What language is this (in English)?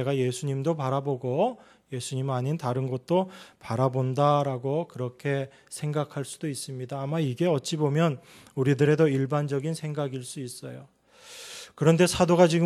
Korean